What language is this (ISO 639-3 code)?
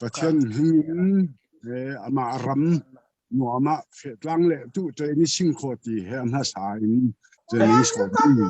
cfm